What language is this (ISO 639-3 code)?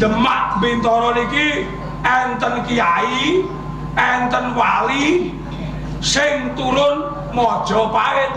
jav